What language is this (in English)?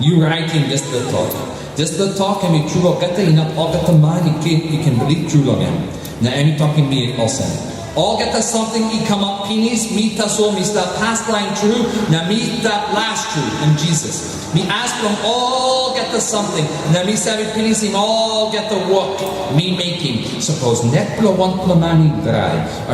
Tok Pisin